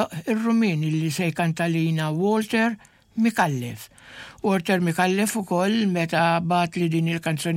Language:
Maltese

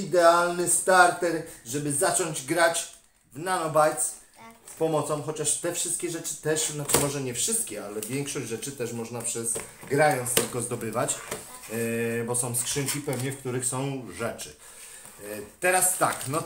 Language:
Polish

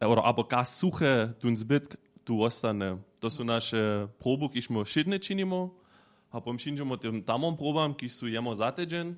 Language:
Upper Sorbian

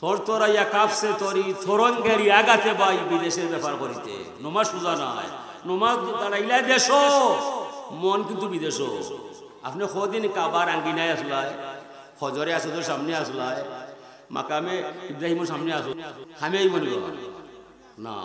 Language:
Sylheti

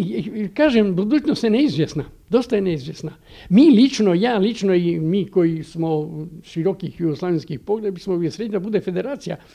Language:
Serbian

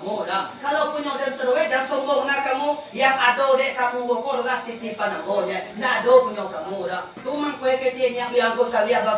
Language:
Minangkabau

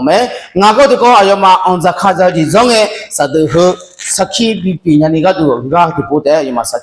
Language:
Akha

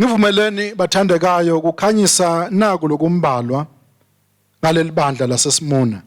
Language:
Swati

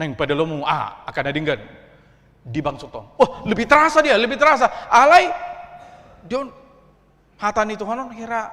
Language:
Batak Toba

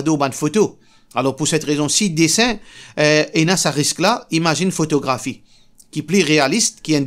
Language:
Morisyen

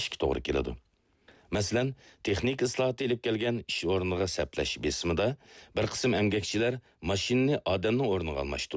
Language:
Uyghur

